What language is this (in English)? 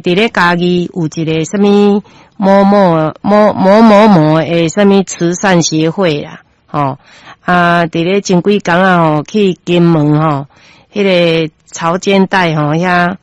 Min Nan Chinese